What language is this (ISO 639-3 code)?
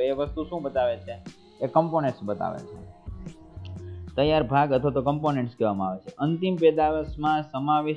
guj